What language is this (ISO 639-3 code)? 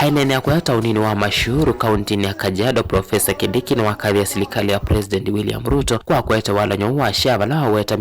kam